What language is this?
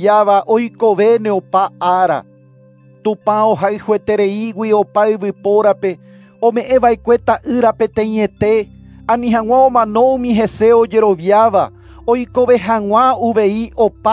Guarani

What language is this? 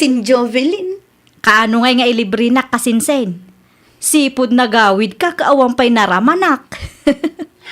Iloko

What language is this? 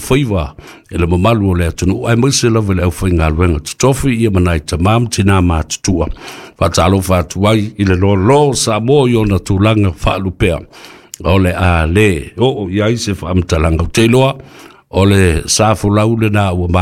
Samoan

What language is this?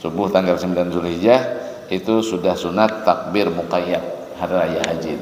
Banjar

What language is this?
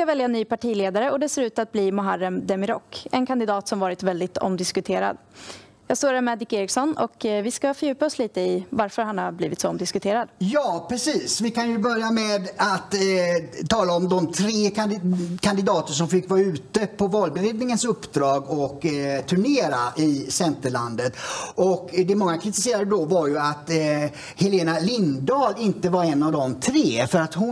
Swedish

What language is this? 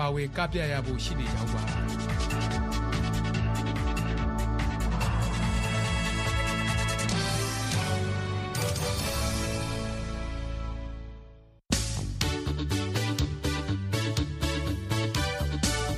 Burmese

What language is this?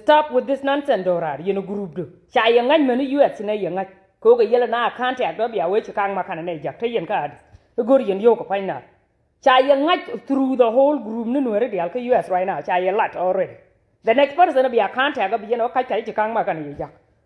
Nuer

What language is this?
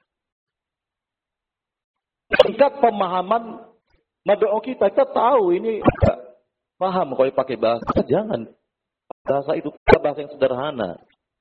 Indonesian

